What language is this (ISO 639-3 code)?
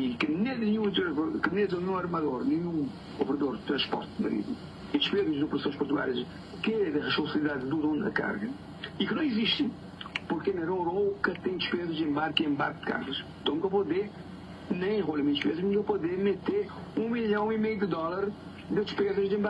kea